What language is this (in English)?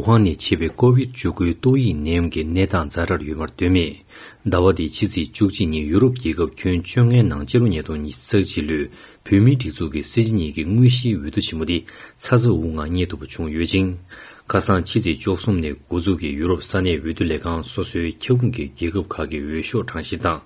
Tibetan